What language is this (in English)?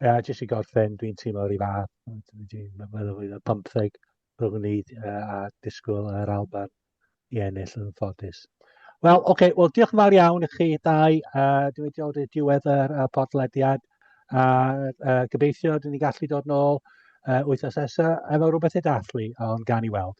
Welsh